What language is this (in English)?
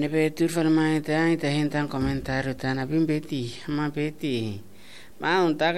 Tetum